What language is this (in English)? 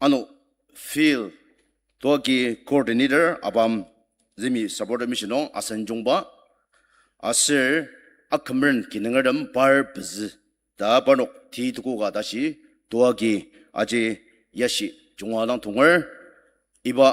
Ao Naga